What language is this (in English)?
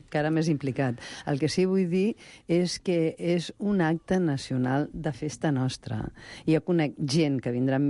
Catalan